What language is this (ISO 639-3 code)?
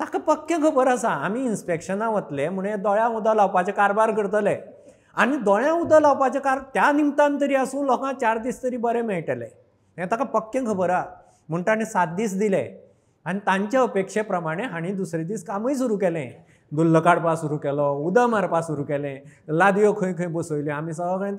kok